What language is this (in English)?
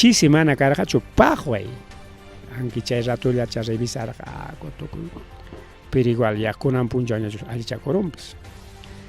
Ayacucho Quechua